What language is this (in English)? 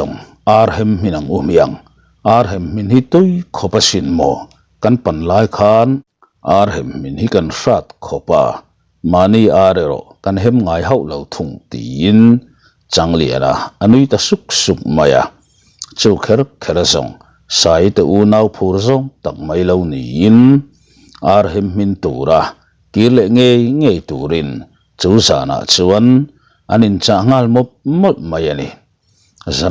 Mizo